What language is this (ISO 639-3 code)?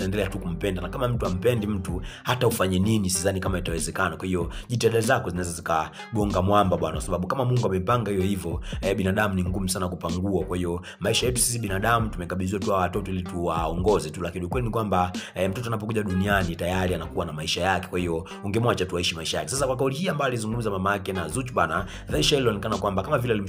swa